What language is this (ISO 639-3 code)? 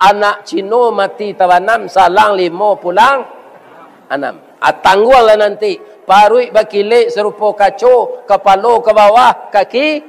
min